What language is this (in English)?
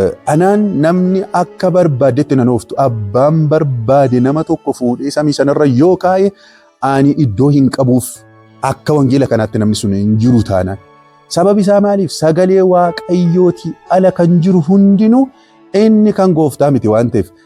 Oromo